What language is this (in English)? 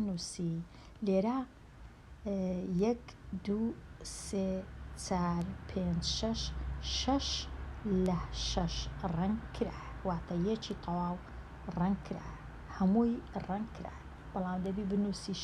Central Kurdish